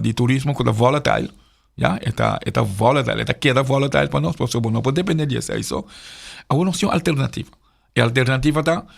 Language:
Papiamento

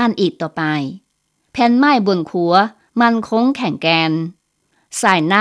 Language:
Lao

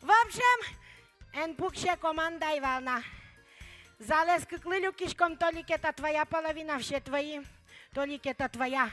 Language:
Udmurt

